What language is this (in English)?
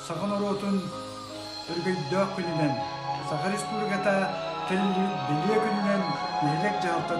Yakut